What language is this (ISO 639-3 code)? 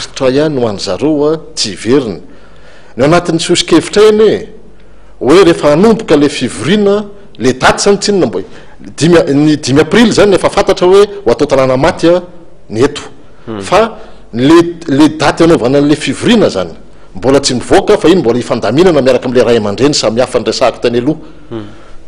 mlg